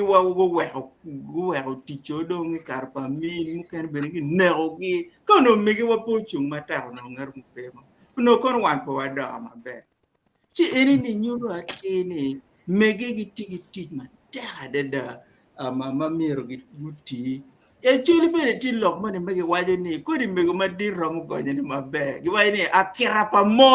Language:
Acoli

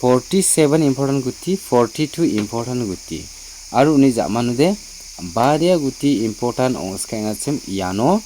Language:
Garo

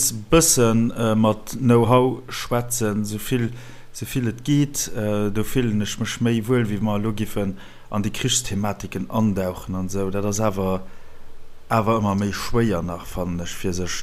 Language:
Luxembourgish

